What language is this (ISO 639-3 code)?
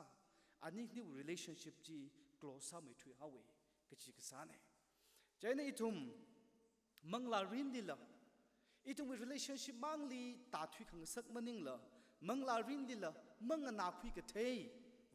nmf